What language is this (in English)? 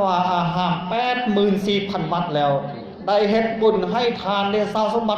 Lao